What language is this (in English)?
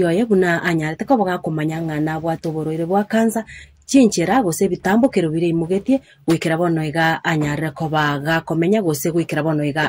Gusii